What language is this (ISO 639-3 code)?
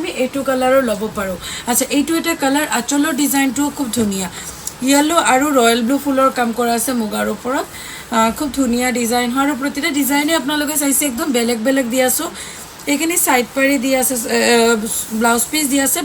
asm